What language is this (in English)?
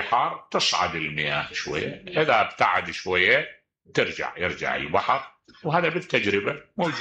Mesopotamian Arabic